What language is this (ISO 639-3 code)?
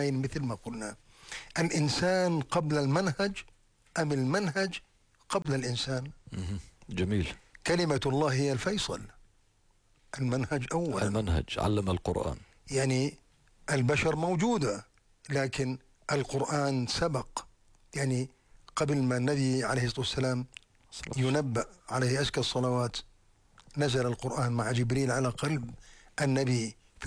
ara